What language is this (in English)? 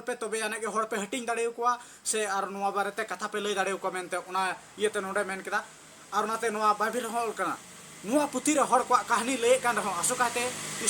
Santali